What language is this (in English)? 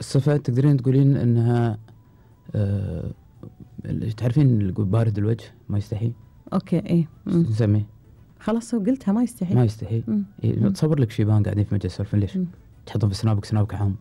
Gulf Arabic